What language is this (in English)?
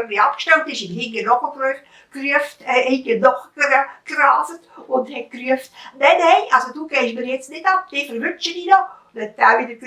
Swiss German